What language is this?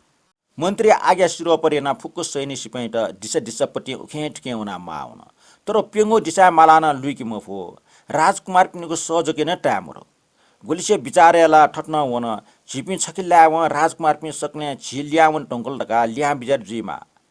Newari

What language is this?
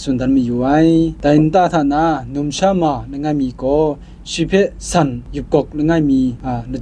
Kachin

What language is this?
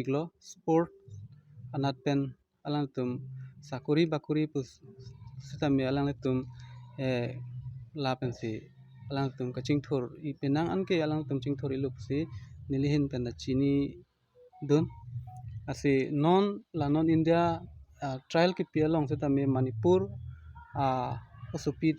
Karbi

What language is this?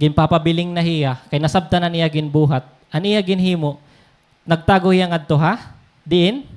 Waray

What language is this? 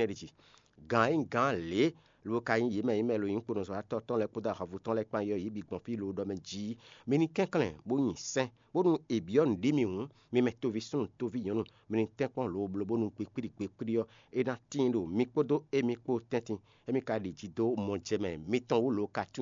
Fon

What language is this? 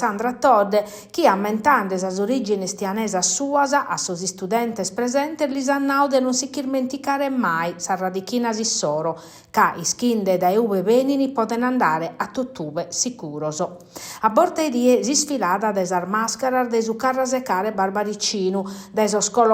Sardinian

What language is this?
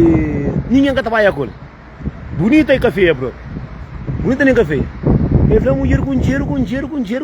Kabuverdianu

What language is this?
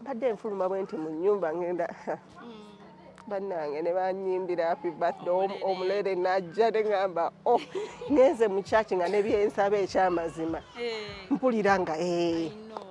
Ganda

